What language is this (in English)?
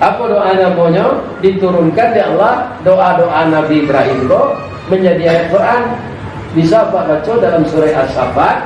Minangkabau